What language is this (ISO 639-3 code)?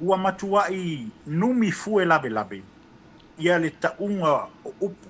smo